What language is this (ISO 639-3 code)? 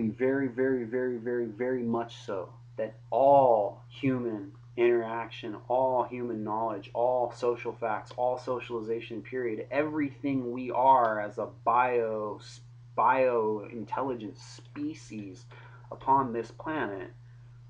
eng